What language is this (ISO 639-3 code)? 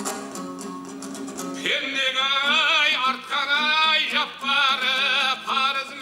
kaz